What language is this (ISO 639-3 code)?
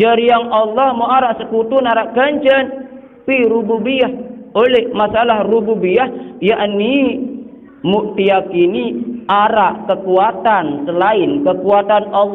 sas